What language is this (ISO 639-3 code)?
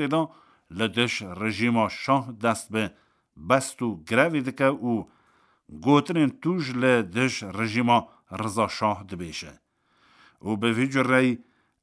kur